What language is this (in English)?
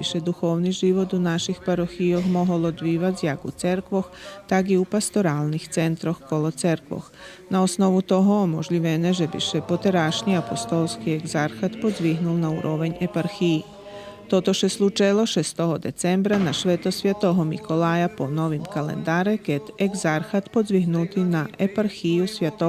Rusyn